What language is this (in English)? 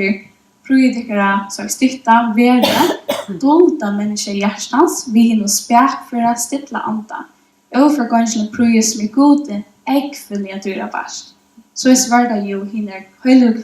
Faroese